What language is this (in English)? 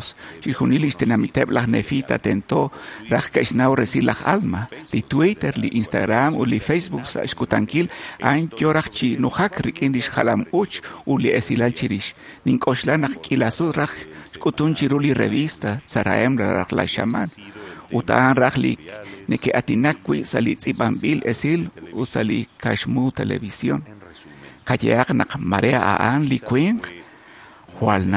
Kekchí